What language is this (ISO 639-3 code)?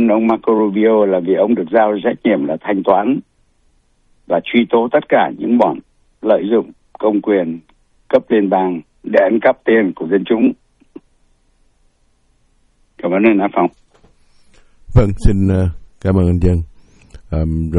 vie